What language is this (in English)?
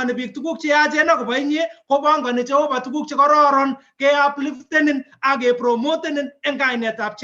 Kalenjin